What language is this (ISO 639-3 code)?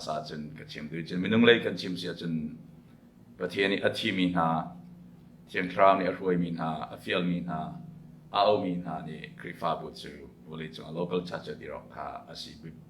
cnh